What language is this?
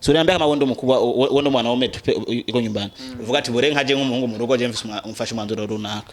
Rundi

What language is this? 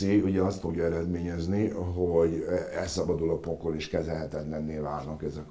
Hungarian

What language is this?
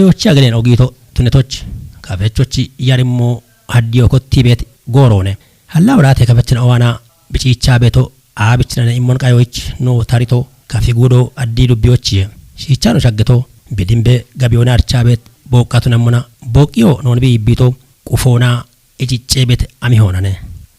Kafa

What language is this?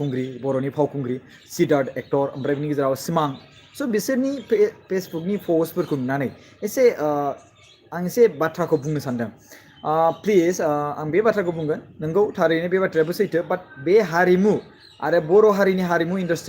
Bodo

